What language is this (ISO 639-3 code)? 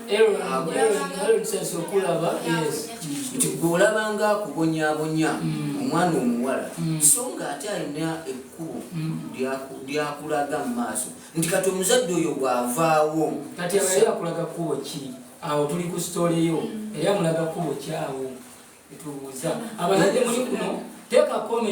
lug